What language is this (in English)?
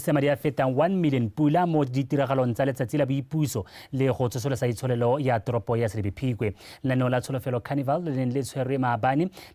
Tswana